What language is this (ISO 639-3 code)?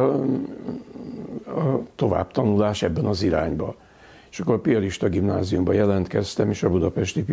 hun